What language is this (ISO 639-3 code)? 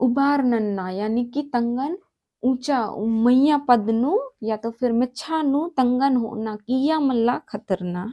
kru